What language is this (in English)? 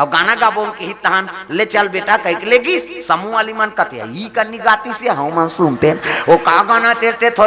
Chhattisgarhi